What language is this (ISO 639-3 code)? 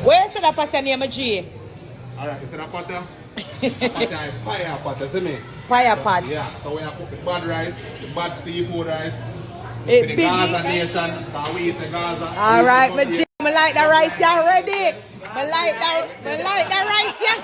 jam